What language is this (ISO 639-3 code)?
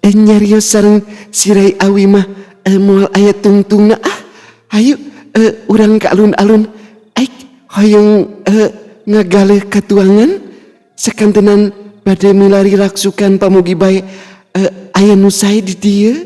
sun